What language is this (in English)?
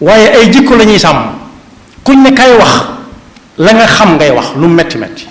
Wolof